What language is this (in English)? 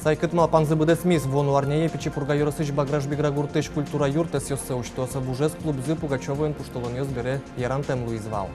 Udmurt